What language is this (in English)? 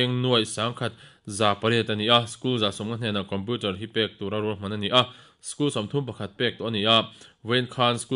Mizo